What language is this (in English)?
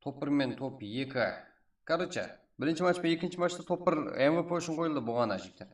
Kara-Kalpak